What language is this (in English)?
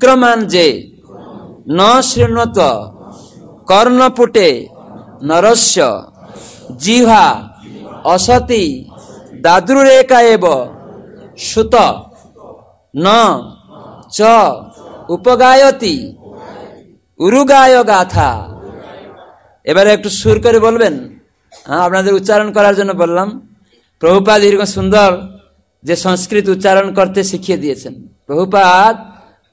Bangla